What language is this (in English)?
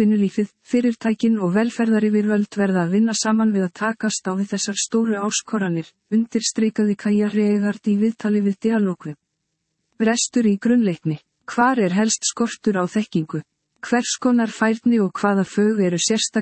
Icelandic